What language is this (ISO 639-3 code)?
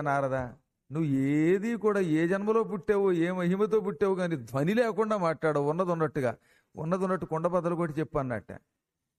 tel